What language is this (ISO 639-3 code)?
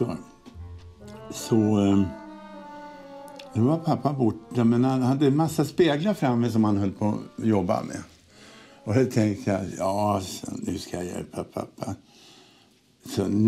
swe